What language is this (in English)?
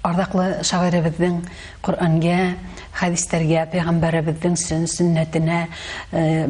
Bashkir